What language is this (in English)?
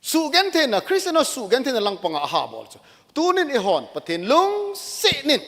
Thado Chin